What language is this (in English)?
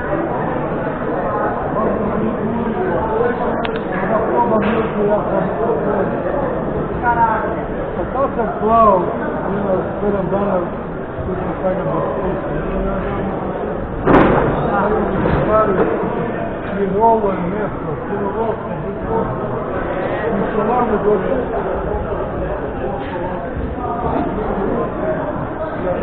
Croatian